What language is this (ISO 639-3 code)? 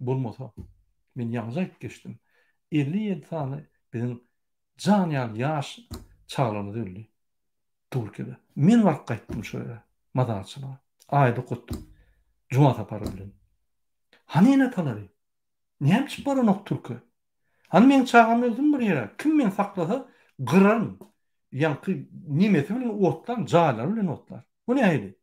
tuk